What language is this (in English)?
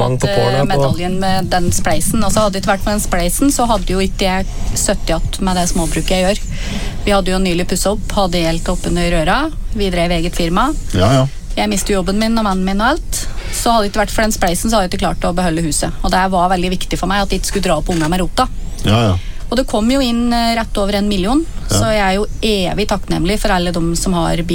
Norwegian